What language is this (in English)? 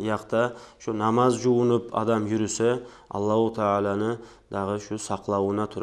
Kumyk